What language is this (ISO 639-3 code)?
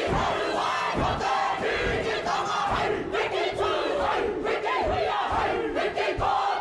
mri